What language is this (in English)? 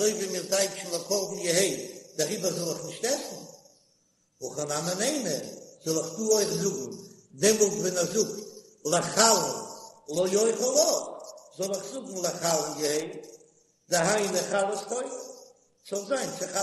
Yiddish